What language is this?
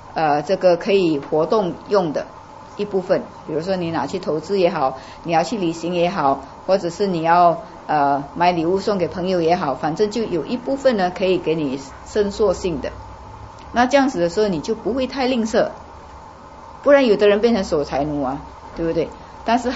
Chinese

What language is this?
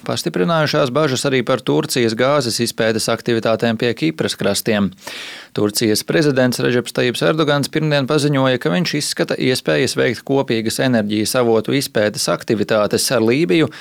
Latvian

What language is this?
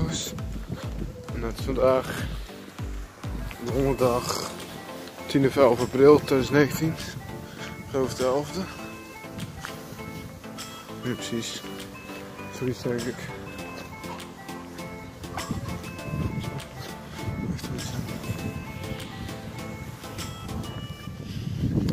Dutch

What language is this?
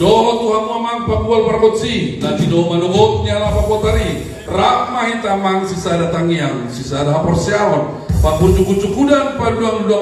Batak Toba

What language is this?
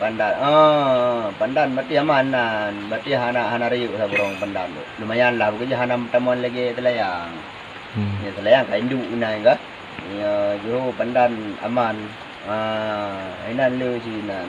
Achinese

